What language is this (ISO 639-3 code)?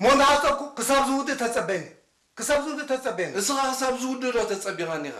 tir